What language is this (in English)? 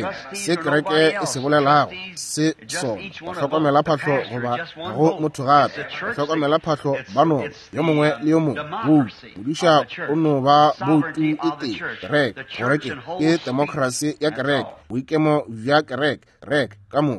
Northern Sotho